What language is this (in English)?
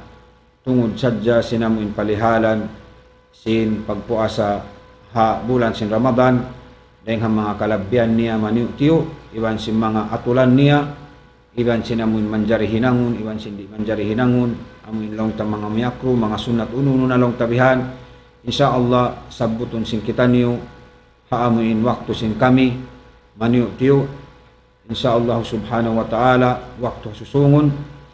Tausug